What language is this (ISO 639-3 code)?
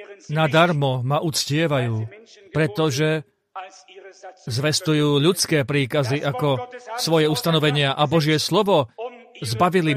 slk